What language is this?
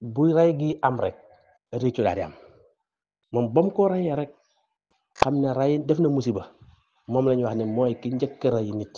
Wolof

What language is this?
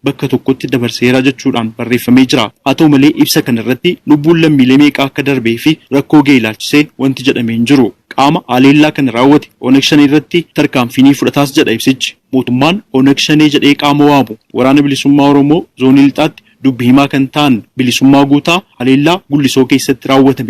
Oromo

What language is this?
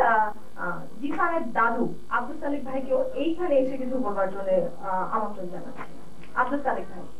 Bangla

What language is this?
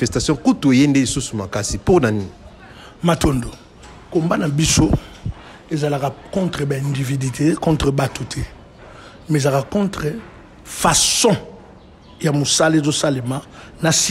Lingala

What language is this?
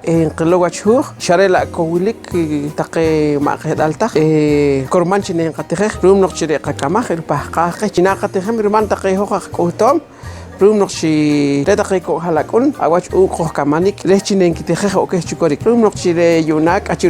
Poqomchi'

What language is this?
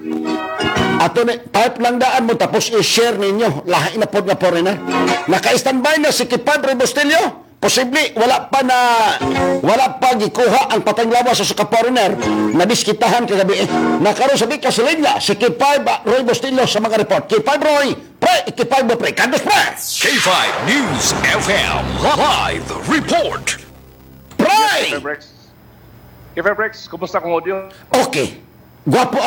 Cebuano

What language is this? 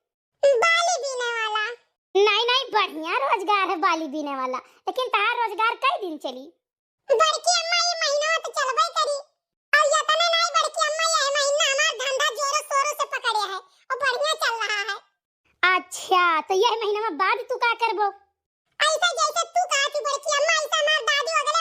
Awadhi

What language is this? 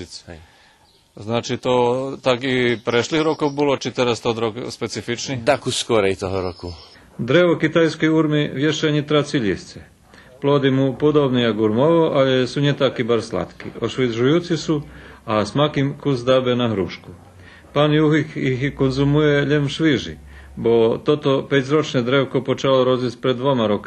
Rusyn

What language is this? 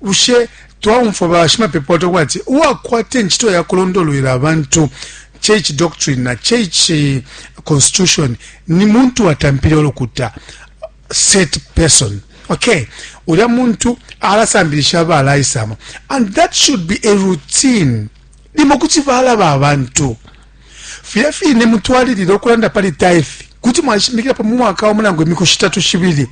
Bemba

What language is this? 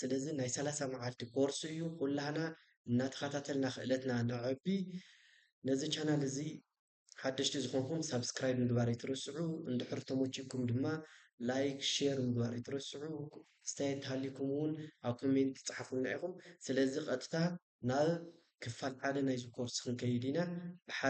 Tigrinya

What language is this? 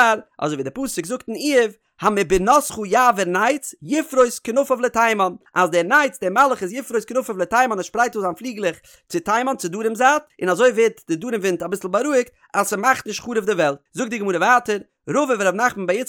Yiddish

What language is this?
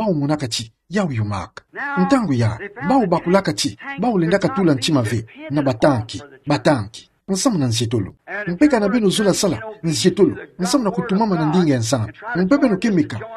Kituba (Democratic Republic of Congo)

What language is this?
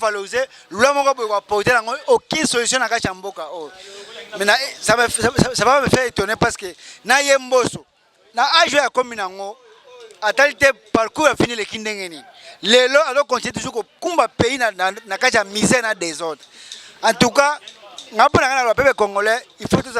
Lingala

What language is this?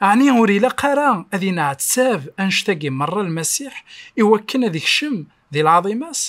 Kabyle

